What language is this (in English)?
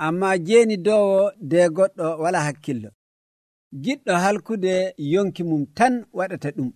Nigerian Fulfulde